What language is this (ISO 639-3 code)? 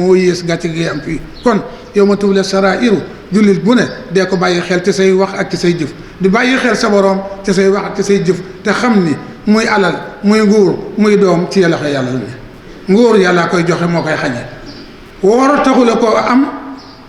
wol